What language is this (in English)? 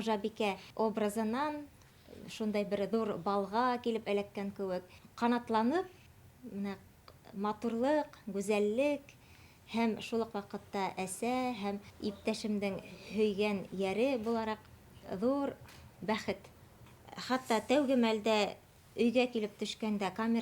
Bashkir